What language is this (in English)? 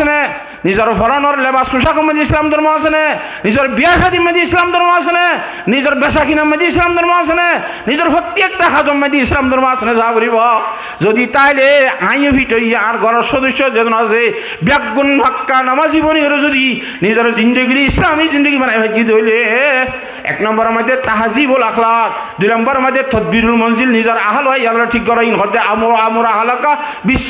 Rohingya